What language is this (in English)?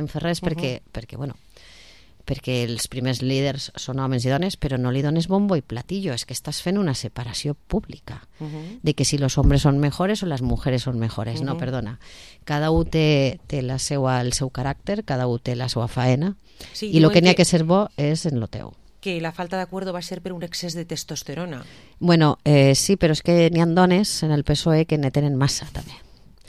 Catalan